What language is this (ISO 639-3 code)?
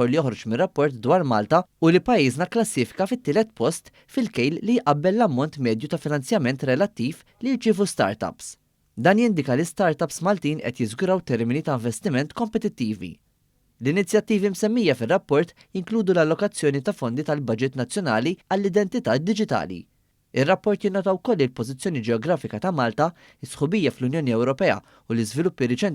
mlt